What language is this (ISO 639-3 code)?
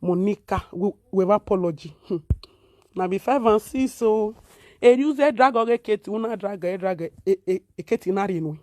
pcm